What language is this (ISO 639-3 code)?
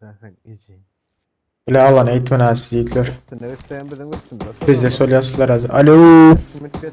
tuk